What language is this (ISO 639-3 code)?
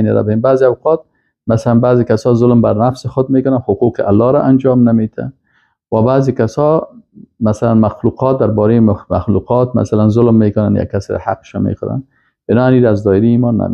fas